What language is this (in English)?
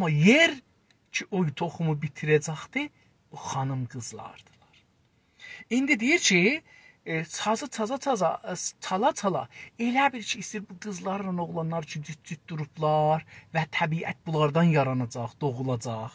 South Azerbaijani